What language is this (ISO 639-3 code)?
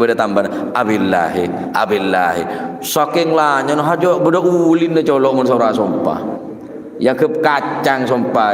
mad